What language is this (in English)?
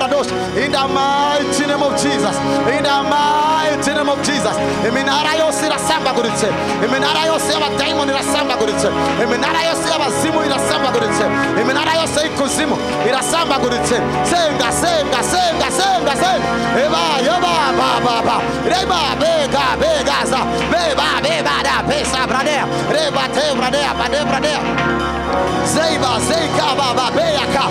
Kinyarwanda